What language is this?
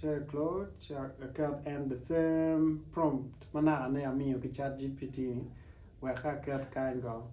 Acoli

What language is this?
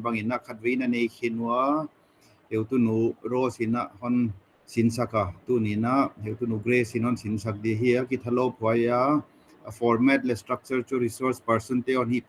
Paite Chin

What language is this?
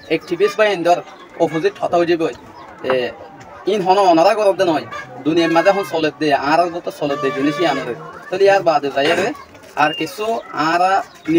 Rohingya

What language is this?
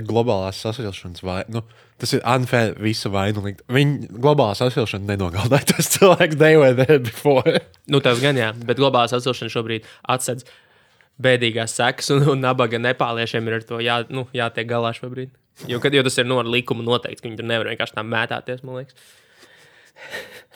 Latvian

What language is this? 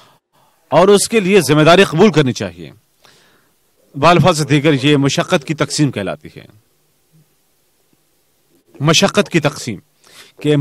Urdu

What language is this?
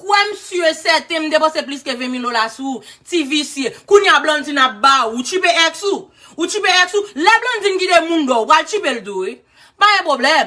Haitian Creole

